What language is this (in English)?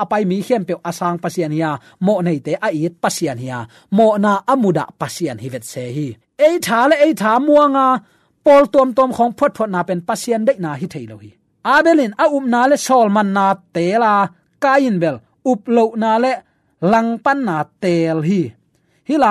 Tedim Chin